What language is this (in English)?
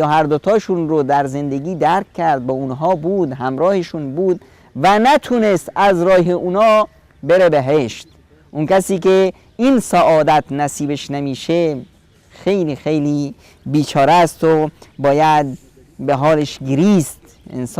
Persian